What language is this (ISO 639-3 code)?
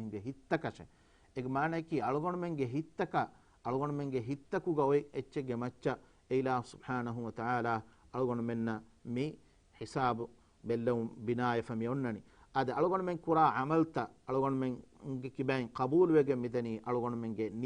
div